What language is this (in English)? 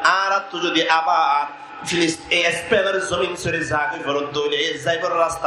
Rohingya